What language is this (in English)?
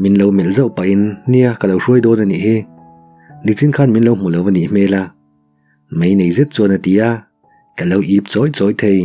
Mizo